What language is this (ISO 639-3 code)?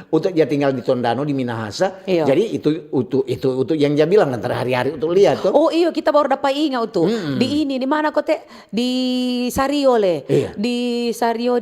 xmm